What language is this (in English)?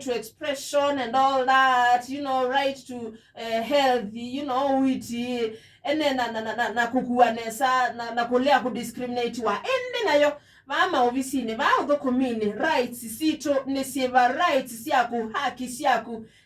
Kamba